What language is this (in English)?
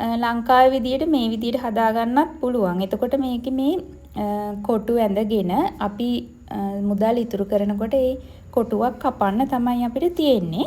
Sinhala